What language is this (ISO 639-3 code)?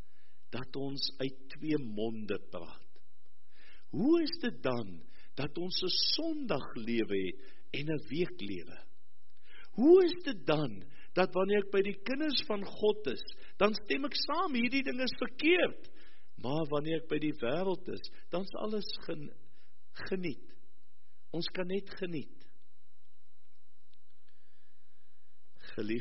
afr